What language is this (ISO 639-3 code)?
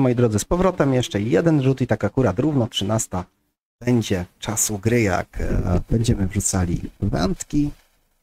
pol